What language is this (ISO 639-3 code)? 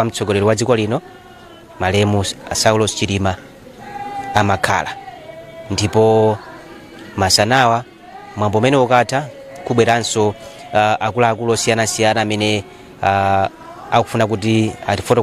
nya